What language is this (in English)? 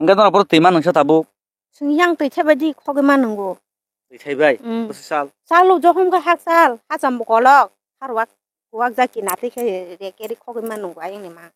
Kok Borok